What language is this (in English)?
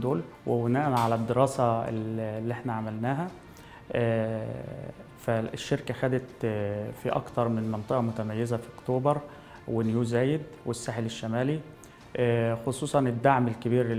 Egyptian Arabic